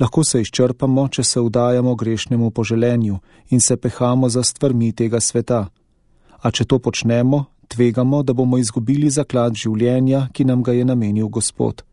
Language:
Slovenian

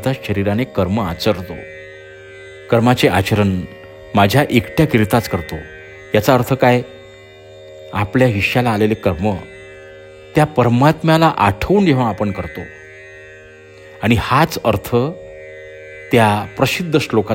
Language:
Marathi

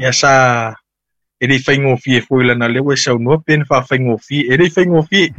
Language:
Samoan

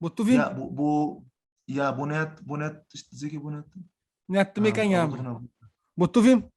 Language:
Kabuverdianu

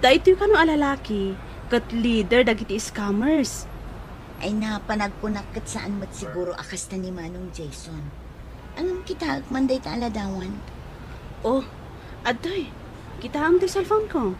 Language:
Iloko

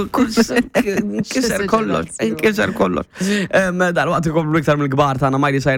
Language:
Maltese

